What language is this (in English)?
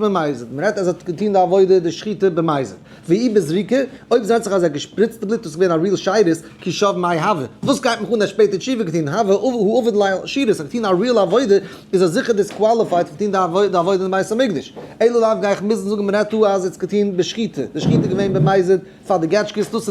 Yiddish